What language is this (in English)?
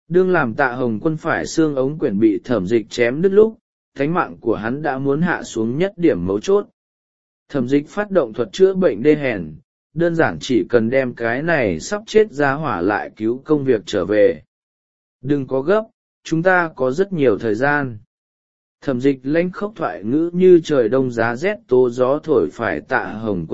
Vietnamese